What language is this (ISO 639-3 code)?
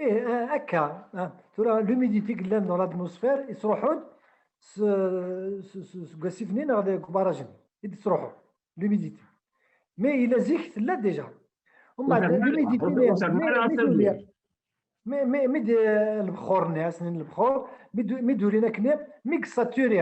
kab